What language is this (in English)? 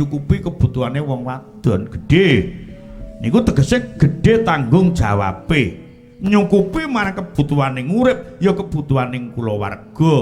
Javanese